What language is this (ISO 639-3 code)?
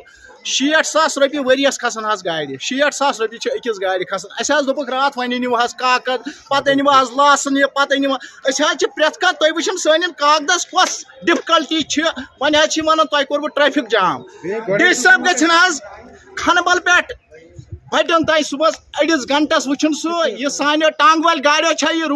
kas